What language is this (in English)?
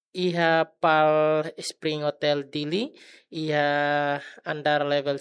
Tetum